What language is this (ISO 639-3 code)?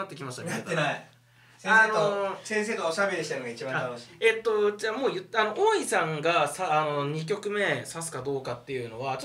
jpn